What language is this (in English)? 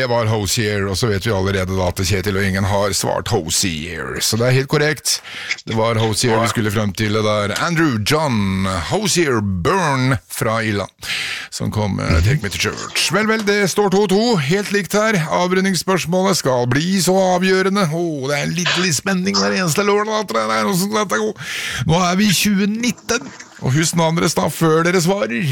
Norwegian